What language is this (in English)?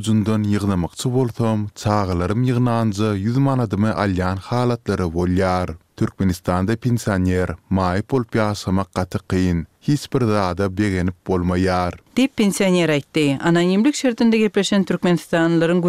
Turkmen